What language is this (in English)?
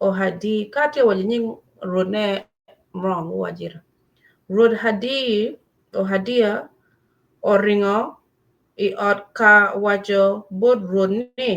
Acoli